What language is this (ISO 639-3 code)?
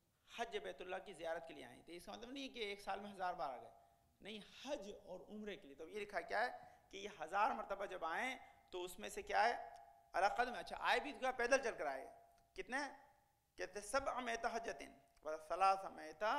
urd